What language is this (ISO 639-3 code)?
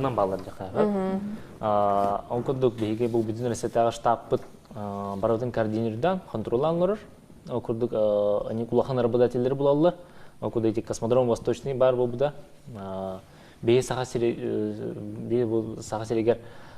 sah